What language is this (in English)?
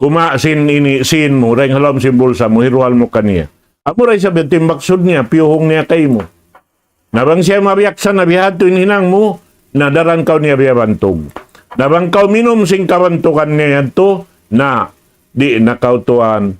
Tausug